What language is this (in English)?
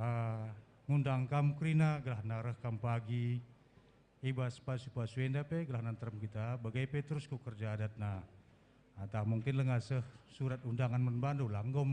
Batak Karo